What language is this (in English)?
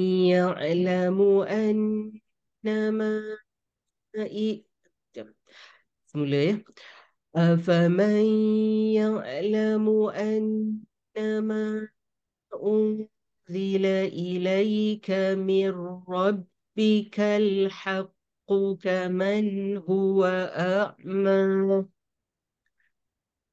Arabic